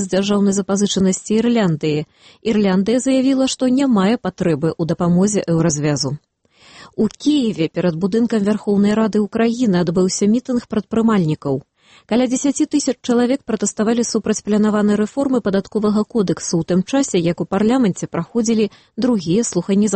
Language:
Belarusian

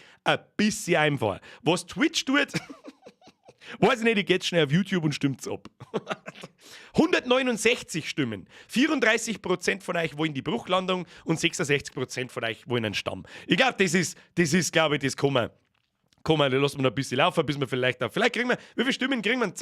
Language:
Bavarian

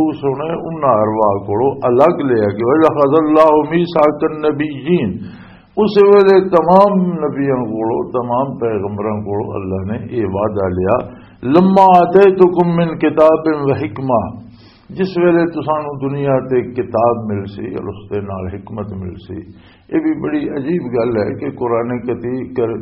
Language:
Western Panjabi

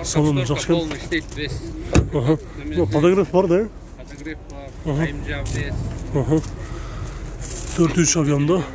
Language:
Kyrgyz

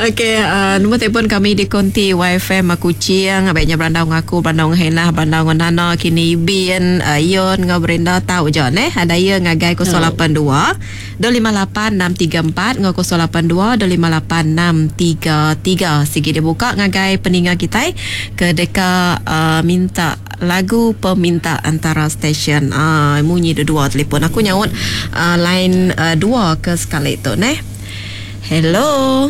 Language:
Iban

